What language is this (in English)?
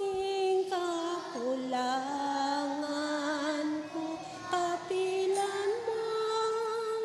Pampanga